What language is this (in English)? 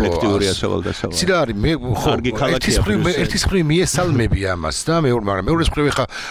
Georgian